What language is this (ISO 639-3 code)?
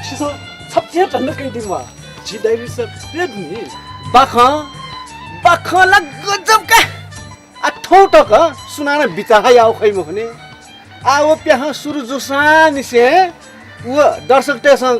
new